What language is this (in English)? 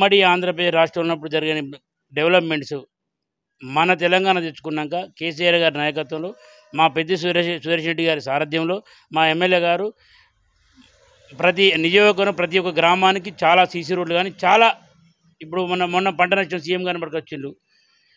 Telugu